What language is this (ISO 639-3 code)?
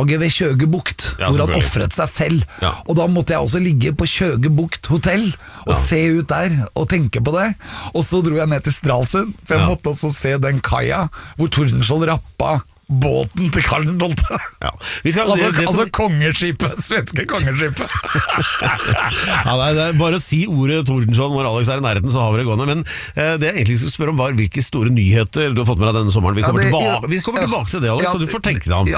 nor